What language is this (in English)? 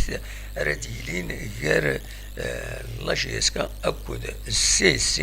Kabyle